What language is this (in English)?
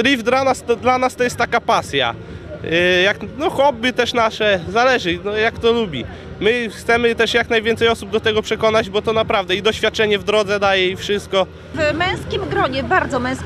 Polish